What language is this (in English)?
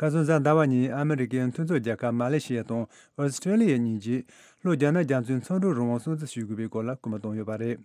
Tibetan